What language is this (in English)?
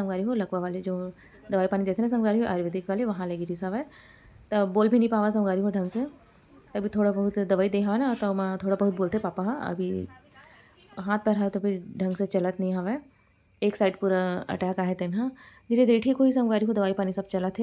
Chhattisgarhi